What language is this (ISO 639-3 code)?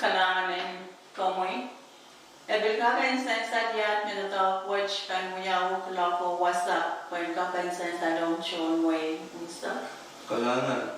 pon